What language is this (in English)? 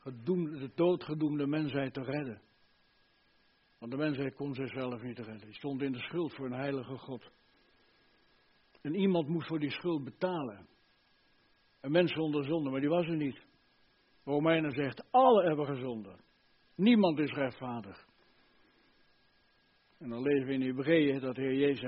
Dutch